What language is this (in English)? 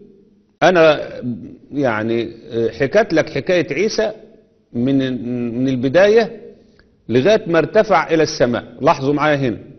Egyptian Arabic